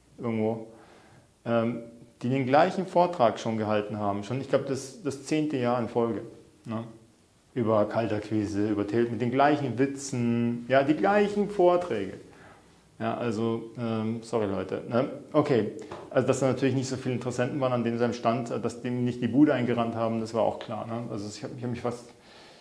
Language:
German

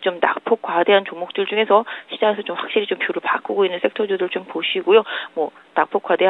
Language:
Korean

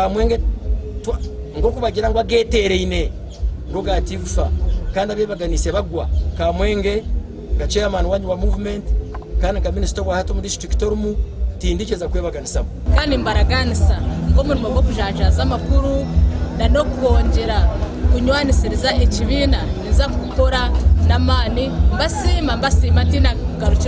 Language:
Nyankole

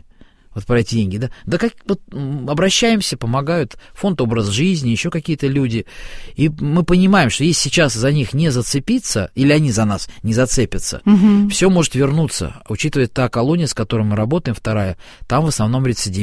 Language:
Russian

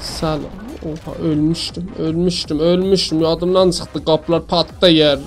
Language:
South Azerbaijani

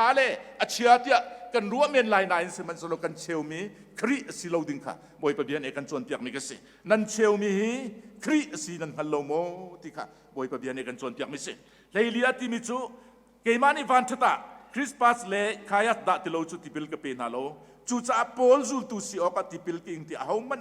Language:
Hakha Chin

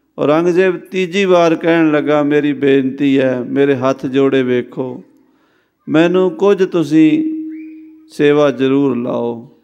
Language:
Punjabi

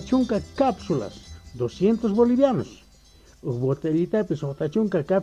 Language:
South Bolivian Quechua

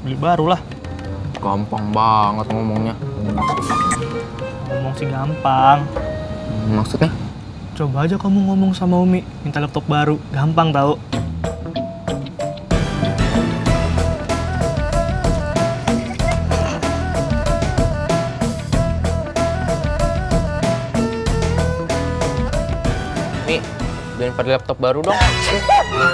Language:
Indonesian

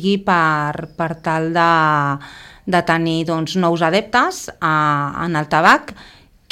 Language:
Catalan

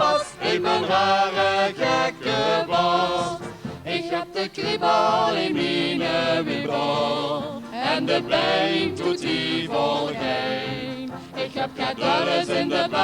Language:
Limburgish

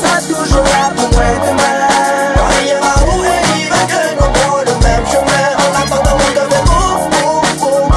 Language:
Réunion Creole French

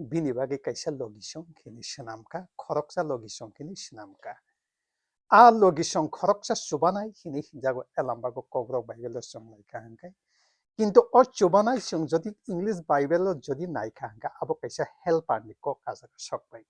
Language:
Kok Borok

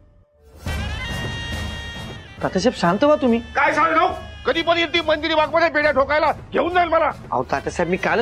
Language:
Marathi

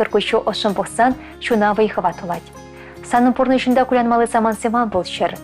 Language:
Chuvash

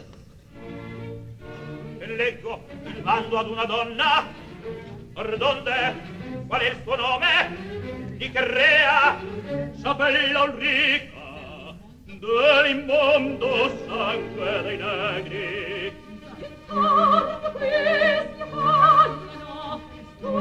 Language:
Italian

